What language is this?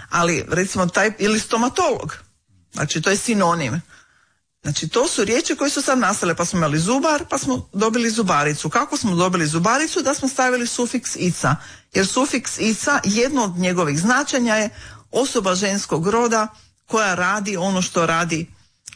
Croatian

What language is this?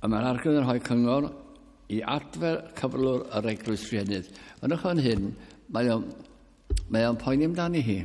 Welsh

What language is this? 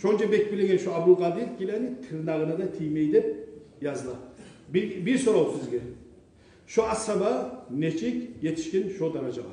Kumyk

